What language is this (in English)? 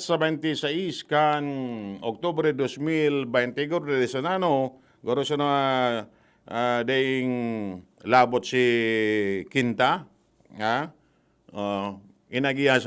Bikol